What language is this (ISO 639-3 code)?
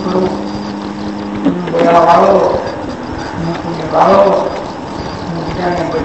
guj